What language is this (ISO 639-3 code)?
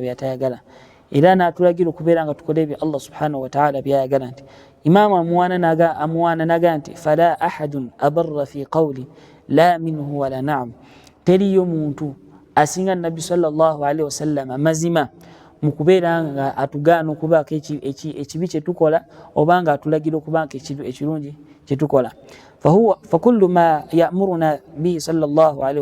lug